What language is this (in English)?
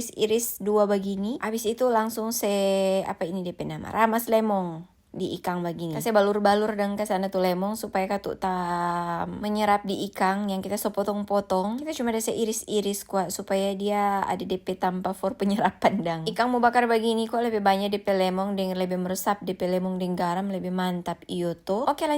Manado Malay